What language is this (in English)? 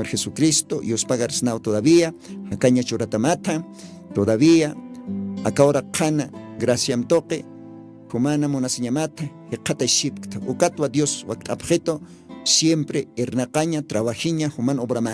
Aymara